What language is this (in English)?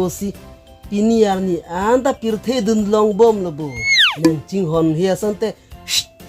Karbi